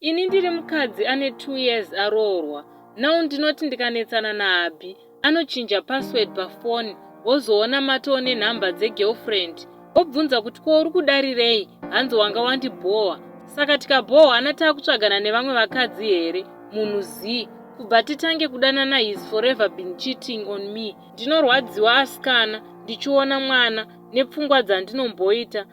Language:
Shona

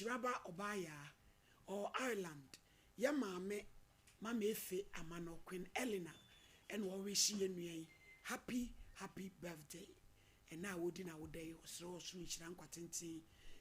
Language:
Akan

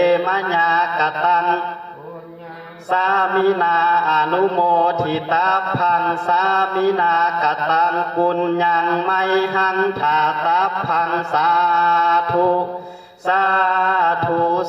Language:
Pali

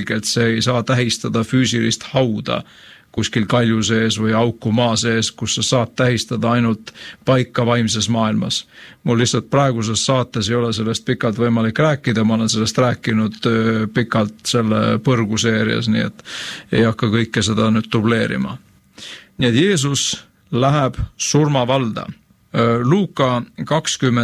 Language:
Estonian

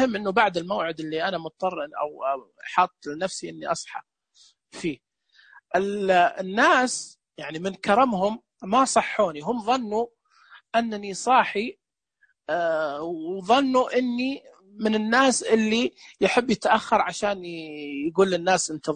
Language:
Najdi Arabic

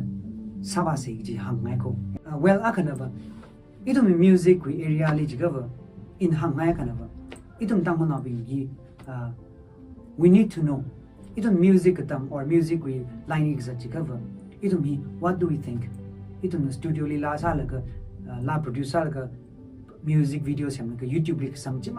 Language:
Tangkhul Naga (India)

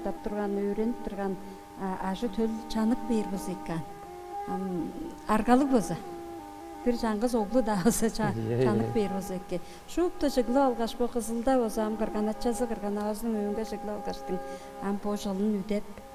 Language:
Tuvinian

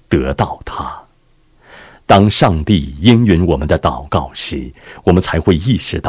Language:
Chinese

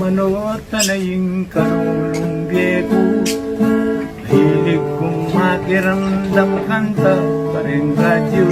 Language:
Pampanga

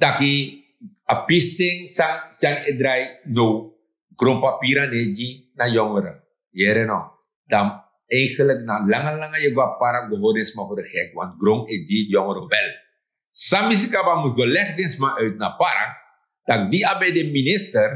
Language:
Sranan Tongo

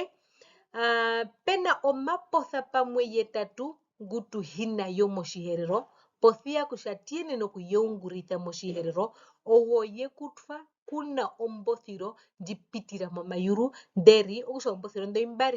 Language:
Herero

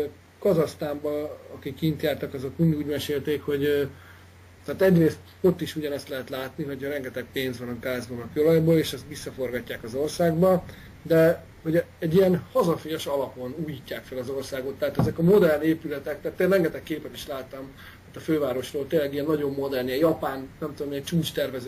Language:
Hungarian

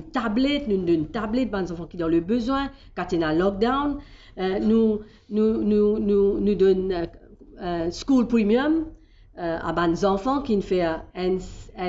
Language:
Morisyen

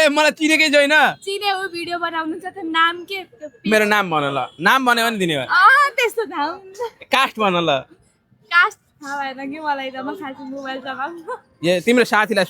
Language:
Nepali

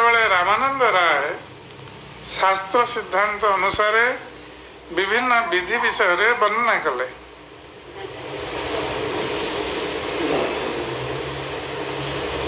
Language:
Odia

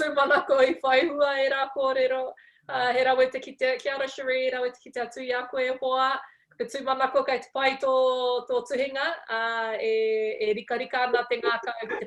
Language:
Māori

